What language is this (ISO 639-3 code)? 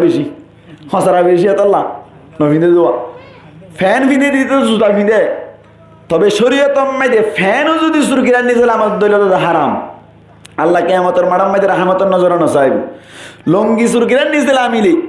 rhg